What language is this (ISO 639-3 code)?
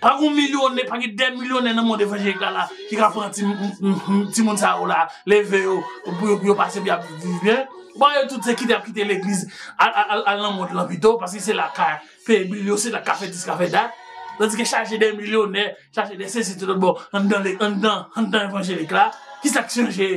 hat